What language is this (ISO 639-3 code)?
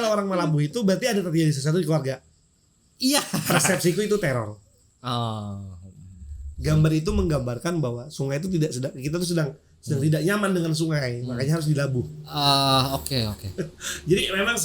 bjn